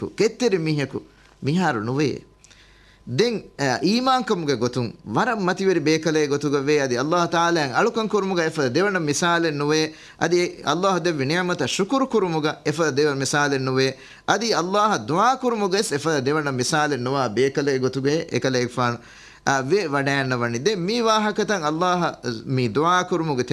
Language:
Divehi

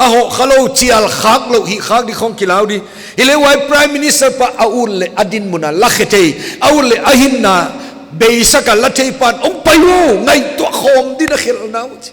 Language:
Paite Chin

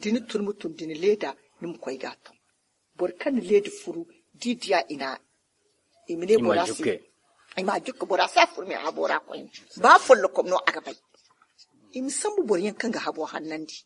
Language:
Zarma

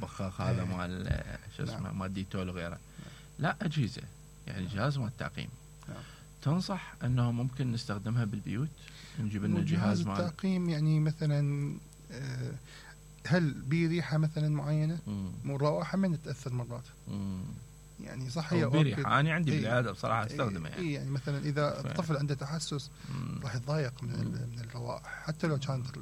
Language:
Mesopotamian Arabic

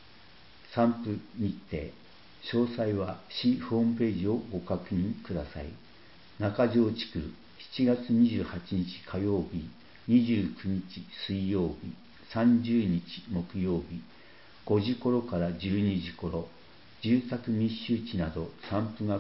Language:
Japanese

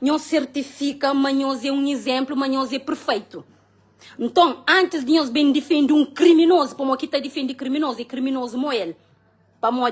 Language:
Kabuverdianu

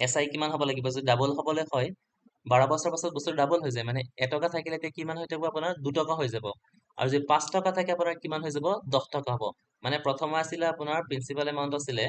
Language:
Assamese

